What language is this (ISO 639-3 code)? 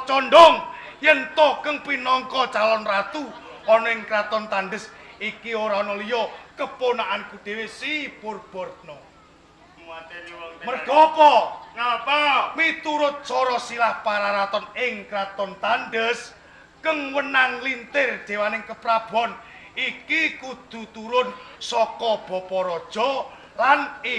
jav